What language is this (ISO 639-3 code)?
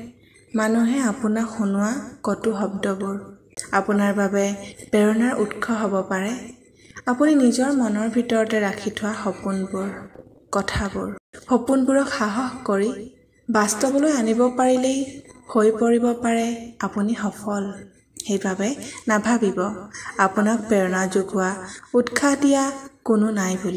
asm